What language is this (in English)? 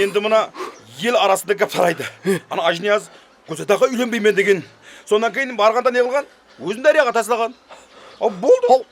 Kara-Kalpak